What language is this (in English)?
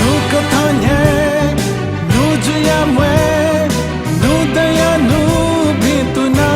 Newari